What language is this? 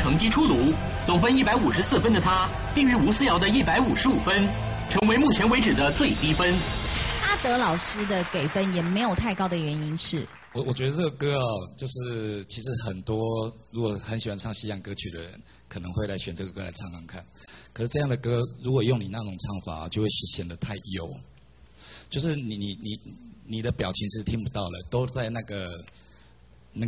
Chinese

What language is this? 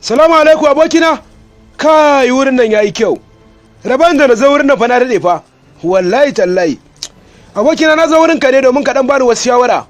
Hausa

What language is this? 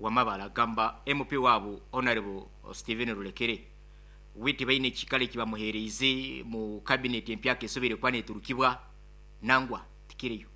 Nyoro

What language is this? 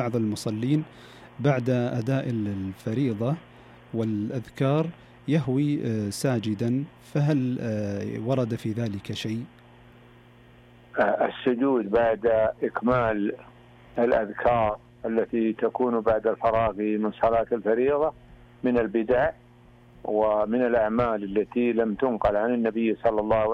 Arabic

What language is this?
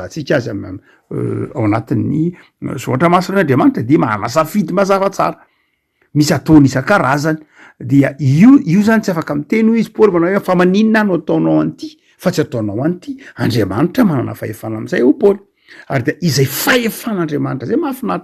Malagasy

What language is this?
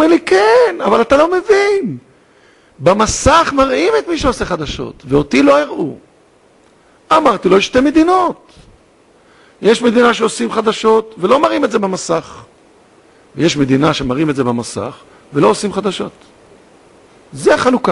Hebrew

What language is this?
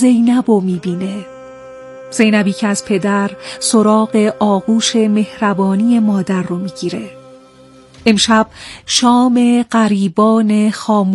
Persian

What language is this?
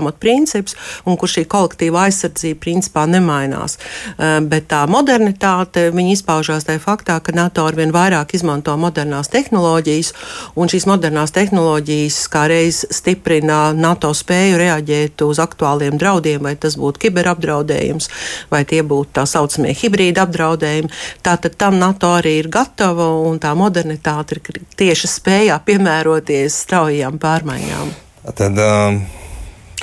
Latvian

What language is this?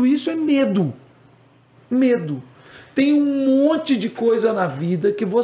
Portuguese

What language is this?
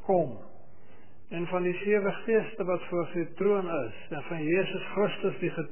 Afrikaans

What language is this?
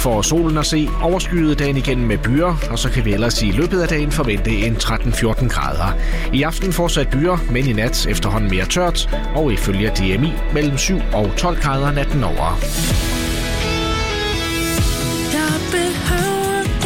Danish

